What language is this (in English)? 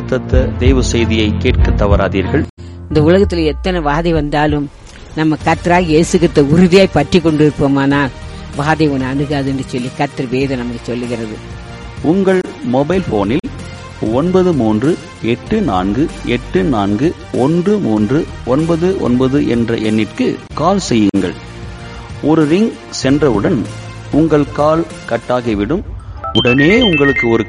Tamil